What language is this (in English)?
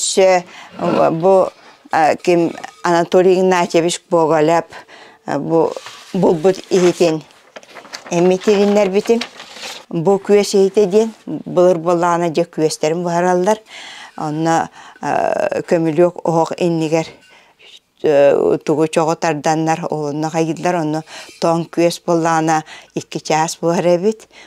Yakut